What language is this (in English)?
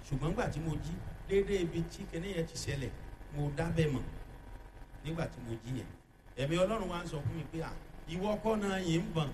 Yoruba